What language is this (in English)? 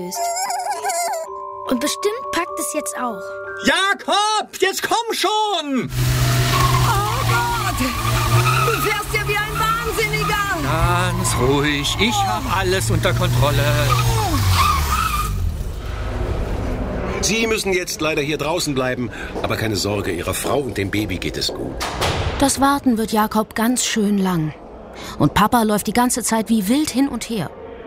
German